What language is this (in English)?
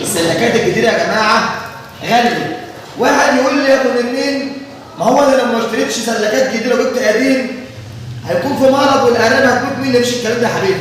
Egyptian Arabic